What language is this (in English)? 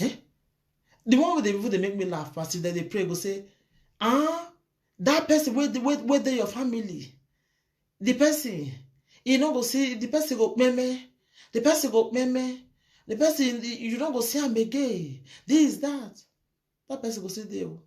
Nigerian Pidgin